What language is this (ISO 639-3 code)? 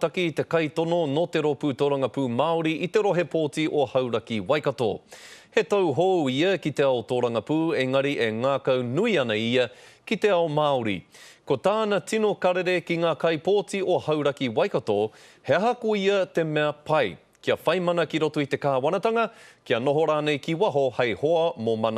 mri